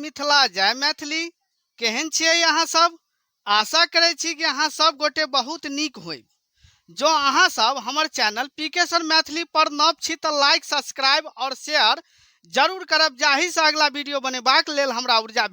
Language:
Maithili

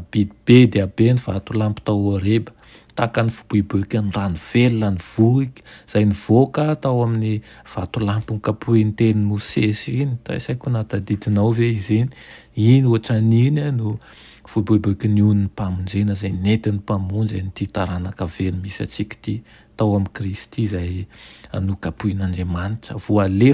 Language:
Malagasy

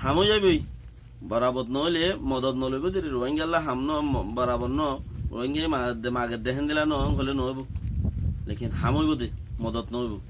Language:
Rohingya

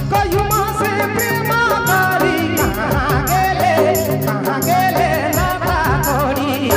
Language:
Sadri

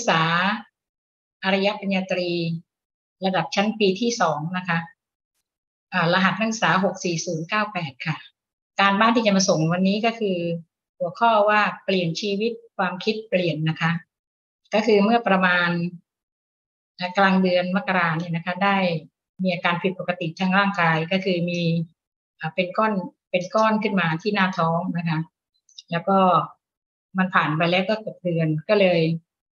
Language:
Thai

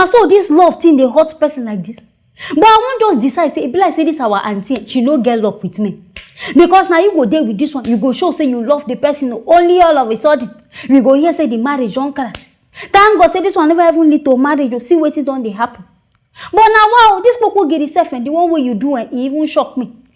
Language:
Nigerian Pidgin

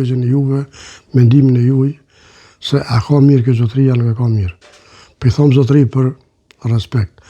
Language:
Albanian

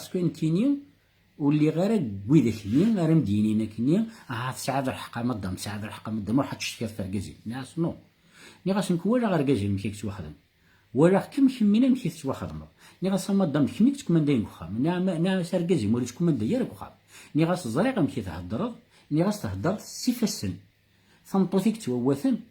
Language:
Kabyle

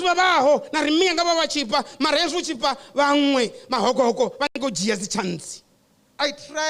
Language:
Venda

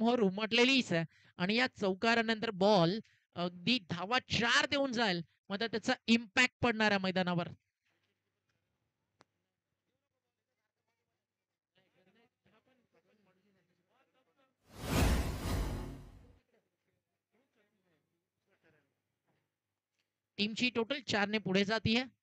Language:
Marathi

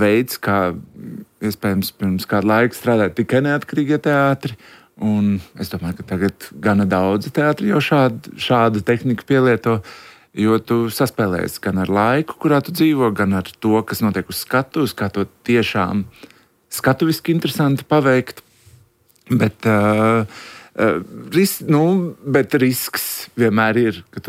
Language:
Latvian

